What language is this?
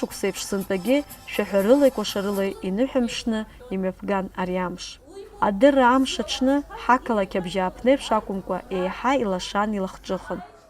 Abkhazian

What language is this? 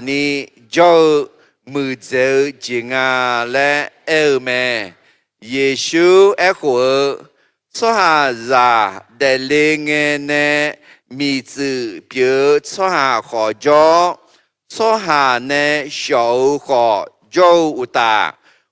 Akha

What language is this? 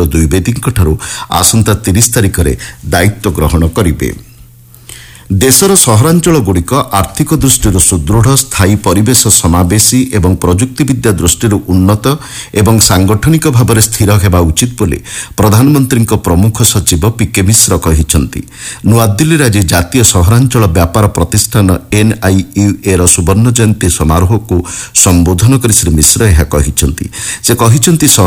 Odia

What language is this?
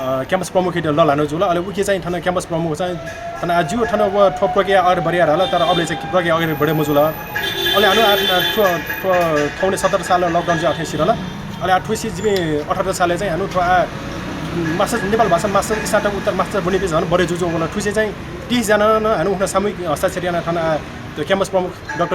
Newari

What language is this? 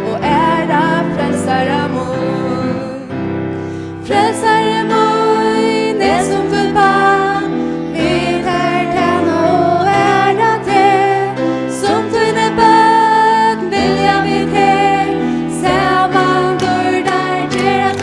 Faroese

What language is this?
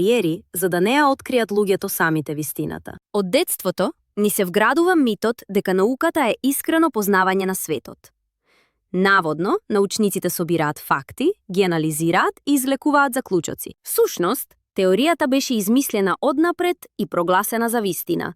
Macedonian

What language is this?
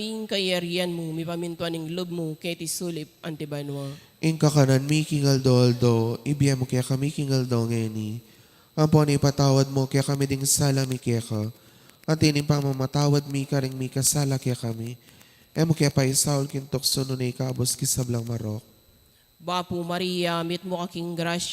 Pampanga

